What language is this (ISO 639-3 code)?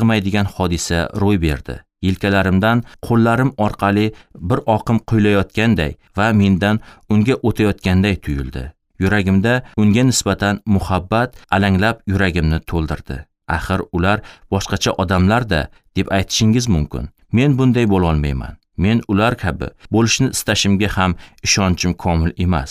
uzb